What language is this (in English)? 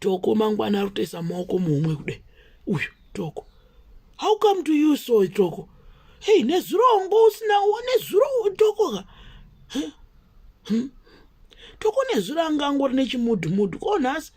Shona